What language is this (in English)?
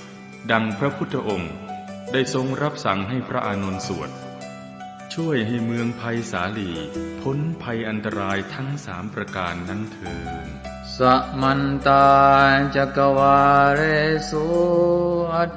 Pali